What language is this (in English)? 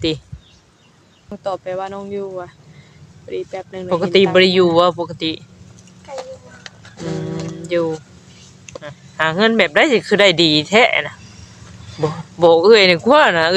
Northeastern Thai